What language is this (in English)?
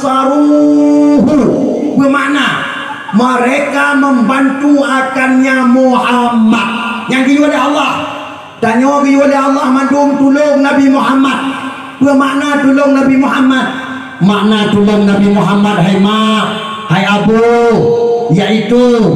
Achinese